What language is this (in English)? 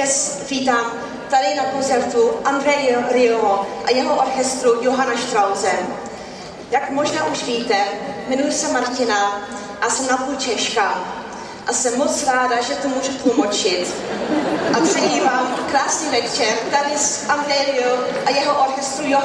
Czech